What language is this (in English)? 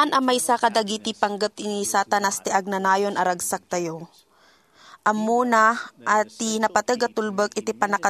Iloko